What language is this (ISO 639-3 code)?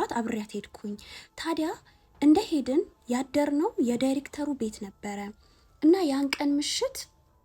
amh